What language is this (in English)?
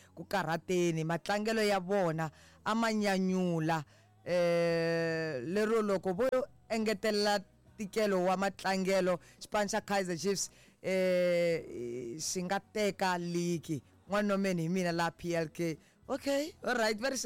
Tsonga